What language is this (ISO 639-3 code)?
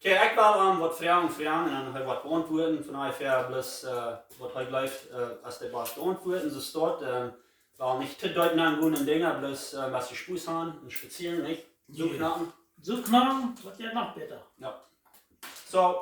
pdt